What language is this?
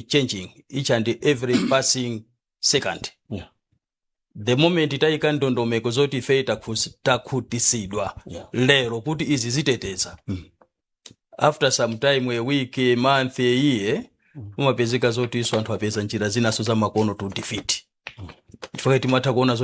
Nyanja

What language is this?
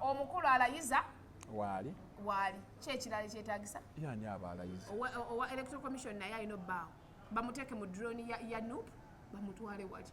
Ganda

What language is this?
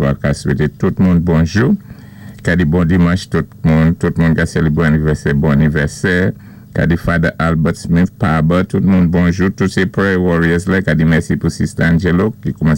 Saint Lucian Creole French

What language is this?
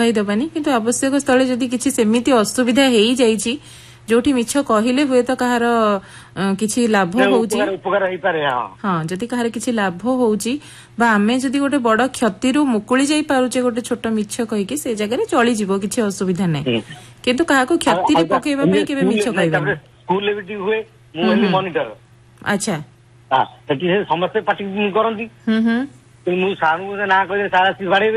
Odia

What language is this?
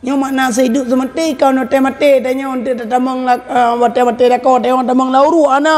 Achinese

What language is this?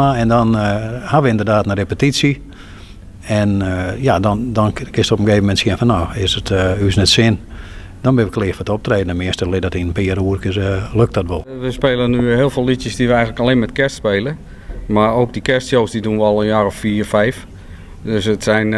Western Frisian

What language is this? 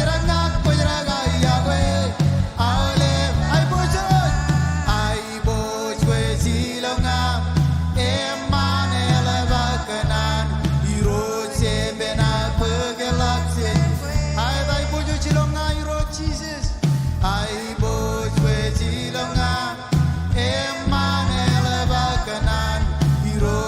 Marshallese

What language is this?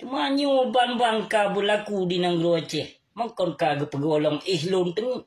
Achinese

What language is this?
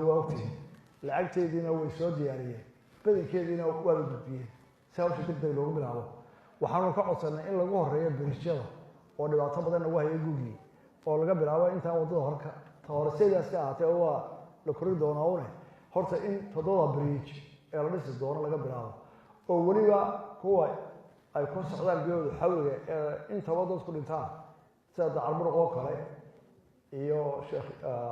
Somali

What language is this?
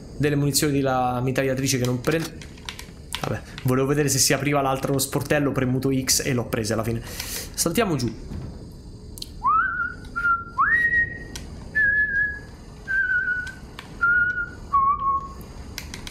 Italian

